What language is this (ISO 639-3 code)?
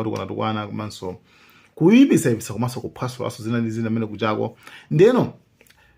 nya